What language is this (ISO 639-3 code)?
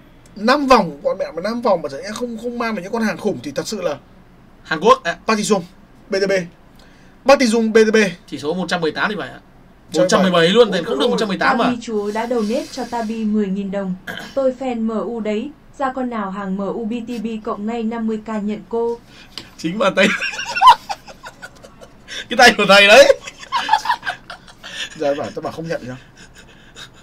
vie